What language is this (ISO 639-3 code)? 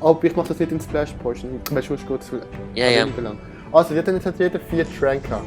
gsw